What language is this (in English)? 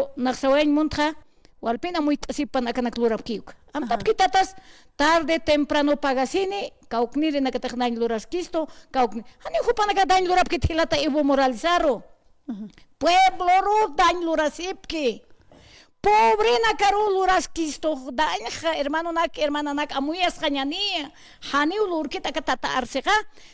Aymara